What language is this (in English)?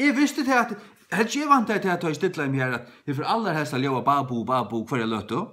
Faroese